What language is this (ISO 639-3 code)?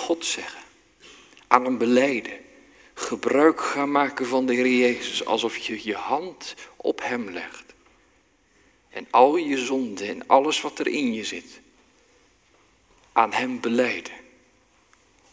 nld